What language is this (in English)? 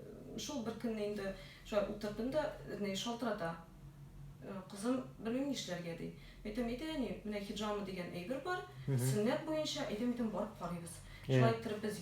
Tatar